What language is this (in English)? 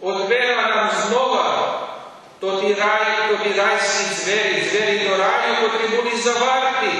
Rusyn